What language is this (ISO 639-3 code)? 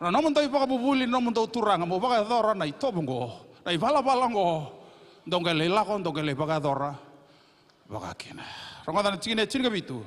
fij